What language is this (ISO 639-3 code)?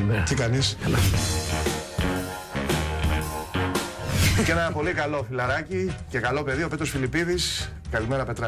ell